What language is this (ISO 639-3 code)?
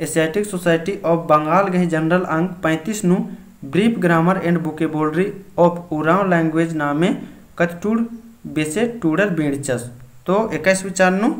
kru